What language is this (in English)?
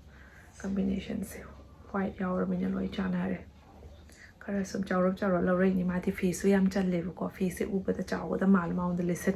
Manipuri